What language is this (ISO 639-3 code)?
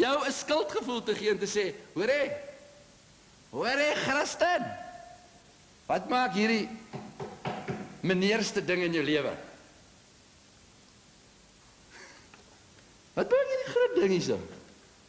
afr